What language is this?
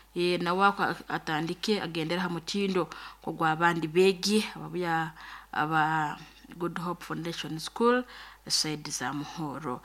Nyoro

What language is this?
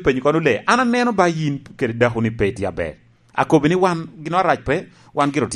Lango (Uganda)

